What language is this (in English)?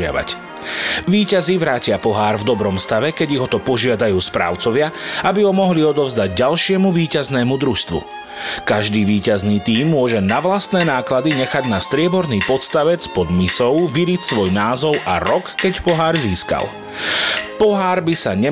Slovak